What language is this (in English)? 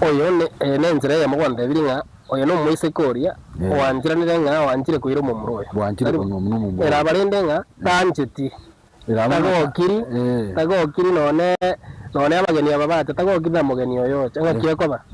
Gusii